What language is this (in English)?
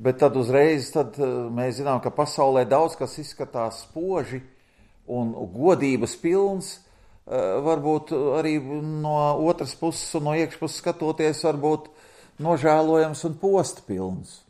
Latvian